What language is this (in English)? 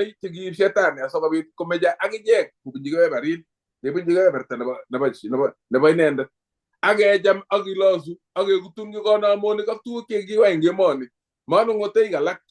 Kalenjin